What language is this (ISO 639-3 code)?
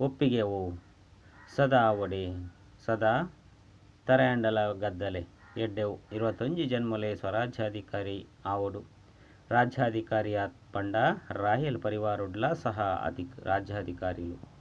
tcy